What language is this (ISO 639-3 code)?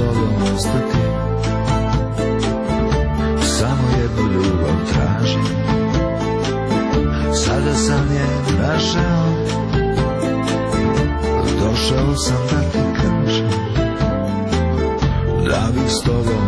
hrv